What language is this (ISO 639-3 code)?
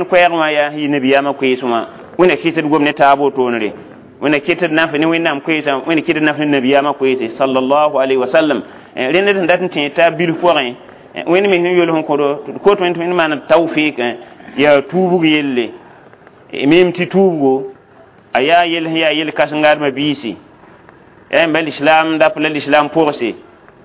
mos